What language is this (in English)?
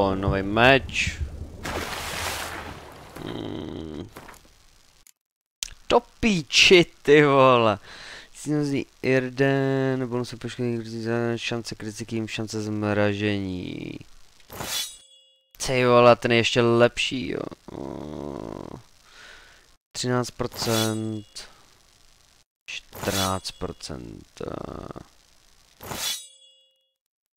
Czech